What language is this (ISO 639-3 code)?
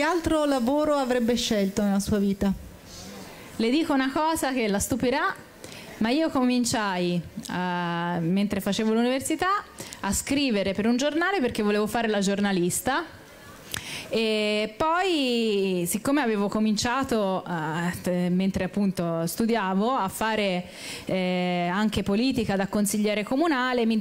ita